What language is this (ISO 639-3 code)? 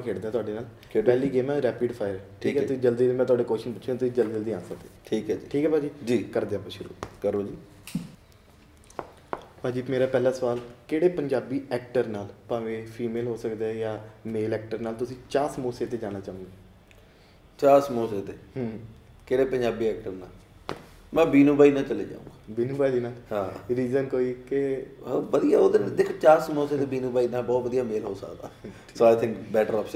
pan